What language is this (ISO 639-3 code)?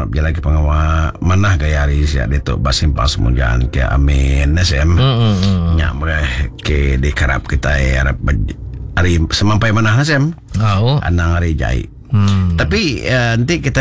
iba